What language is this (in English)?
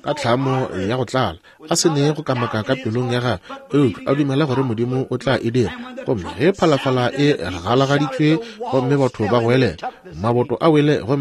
Northern Sotho